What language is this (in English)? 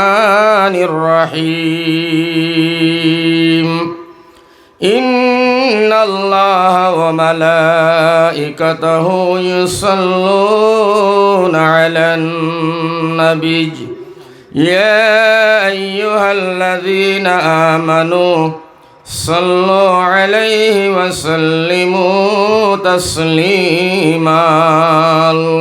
Sylheti